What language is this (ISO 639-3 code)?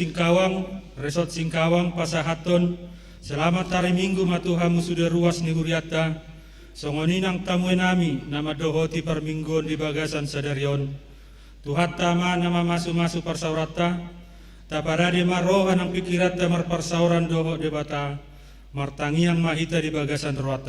bbc